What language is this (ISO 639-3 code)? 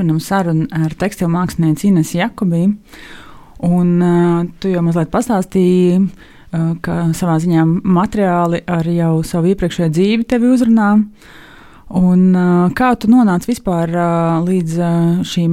lav